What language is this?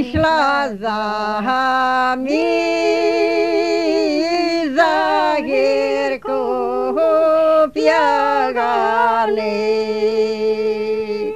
Ukrainian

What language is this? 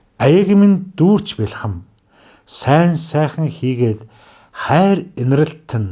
Mongolian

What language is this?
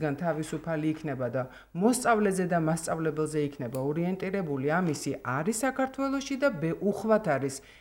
Georgian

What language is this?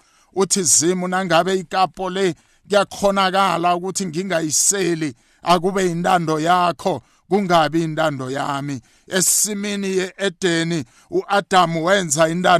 South Ndebele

